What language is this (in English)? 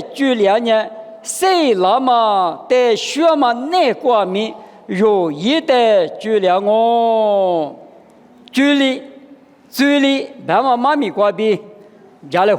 Lisu